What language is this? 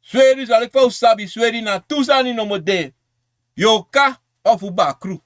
Sranan Tongo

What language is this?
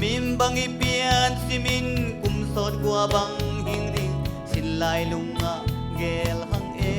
Tedim Chin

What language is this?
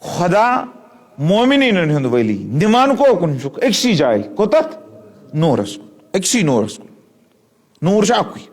Kashmiri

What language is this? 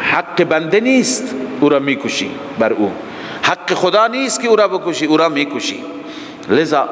Persian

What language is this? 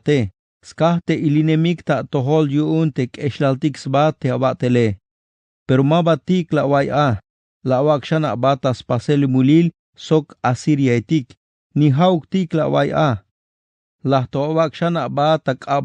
Tzeltal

